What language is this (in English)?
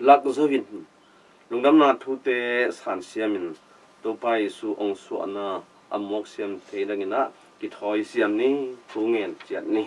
Tedim Chin